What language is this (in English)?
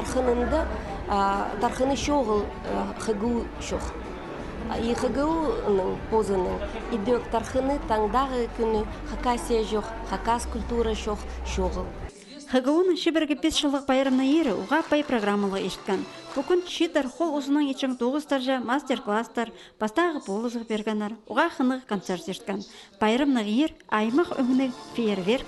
Khakas